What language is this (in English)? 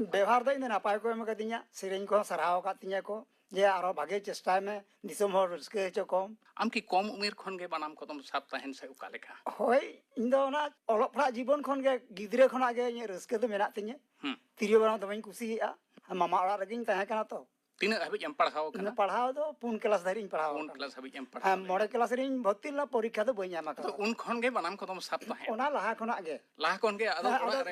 Santali